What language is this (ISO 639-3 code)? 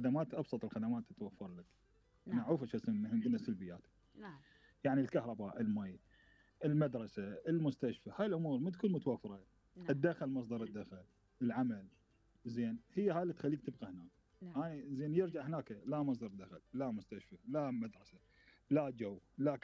acm